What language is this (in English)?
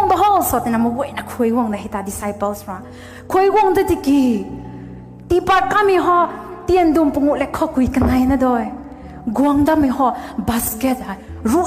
Rongmei Naga